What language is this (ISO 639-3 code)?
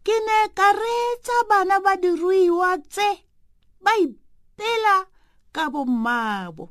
tsn